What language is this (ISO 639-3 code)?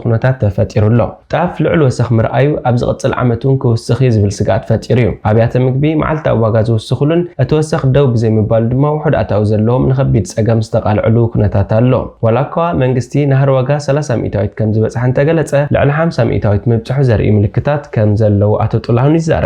tir